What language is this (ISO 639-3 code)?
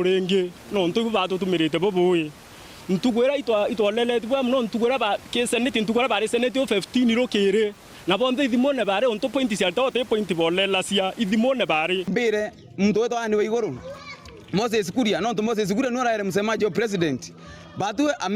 mer